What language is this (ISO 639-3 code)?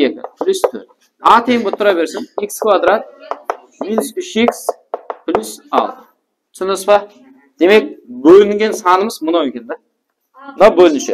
kaa